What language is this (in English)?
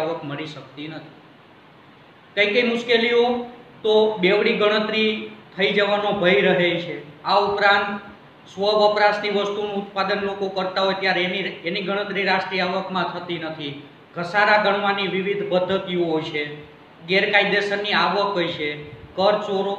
Gujarati